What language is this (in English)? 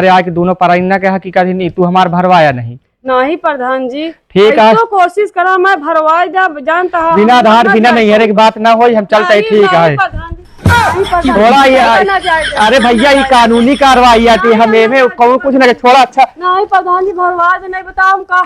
Awadhi